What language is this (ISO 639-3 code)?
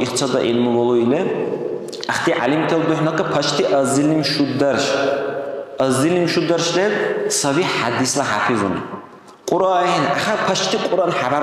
dar